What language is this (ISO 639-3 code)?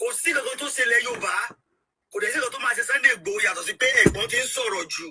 yor